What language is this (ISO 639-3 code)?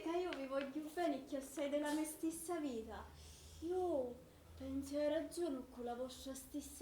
scn